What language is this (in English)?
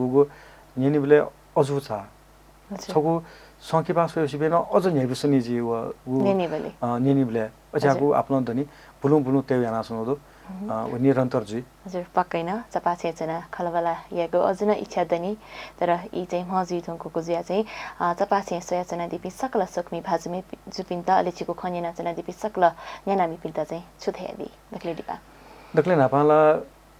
Newari